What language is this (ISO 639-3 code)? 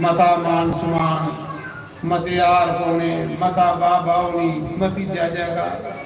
doi